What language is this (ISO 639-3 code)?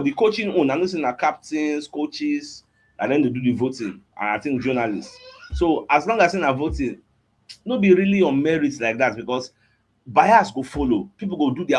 pcm